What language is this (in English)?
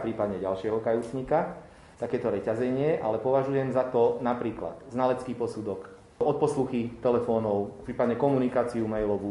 Slovak